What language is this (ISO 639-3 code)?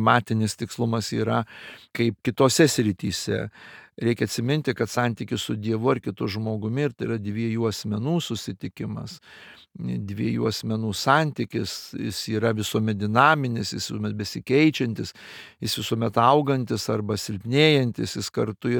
lit